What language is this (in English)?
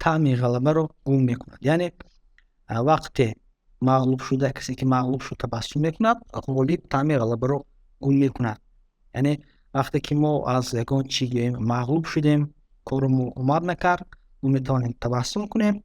Tajik